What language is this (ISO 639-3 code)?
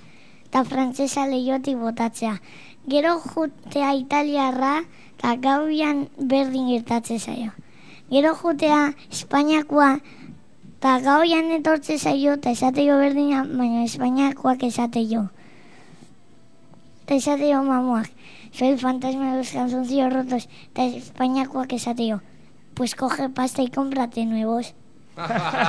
eus